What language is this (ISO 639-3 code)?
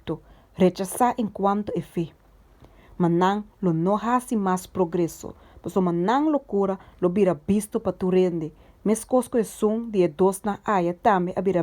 pap